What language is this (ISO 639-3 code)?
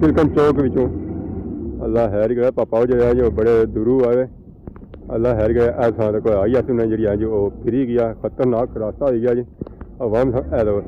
phr